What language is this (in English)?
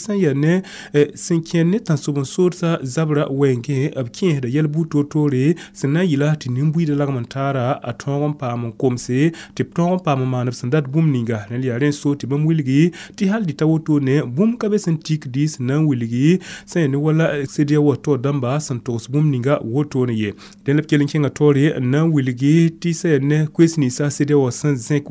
Mossi